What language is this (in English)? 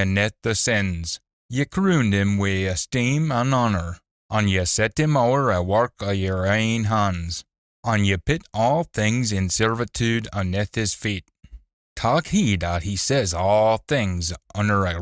Scots